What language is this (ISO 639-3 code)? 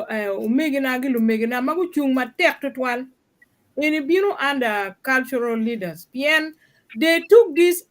ach